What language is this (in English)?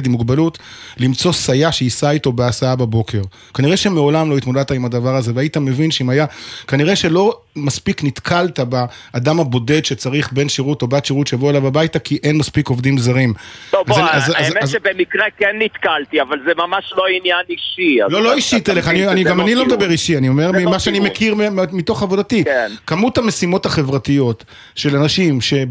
Hebrew